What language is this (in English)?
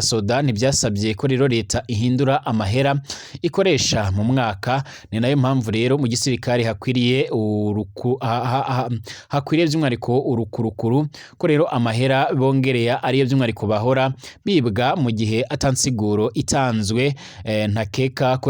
Rundi